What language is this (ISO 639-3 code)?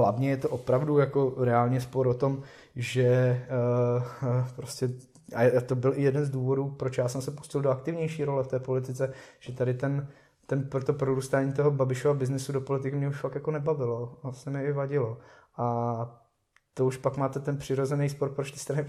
ces